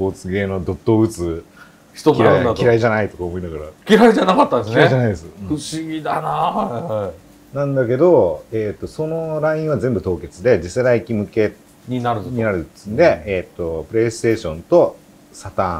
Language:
Japanese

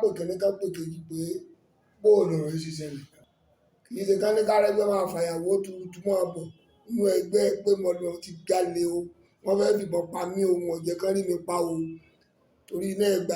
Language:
Yoruba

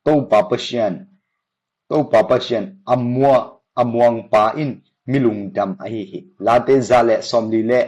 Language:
Tedim Chin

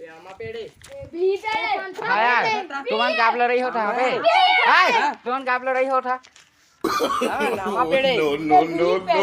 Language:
Chhattisgarhi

